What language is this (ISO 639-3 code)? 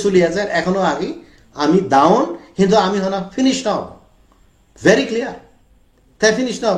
ccp